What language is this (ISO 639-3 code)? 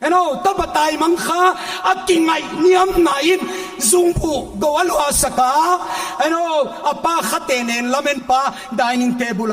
pck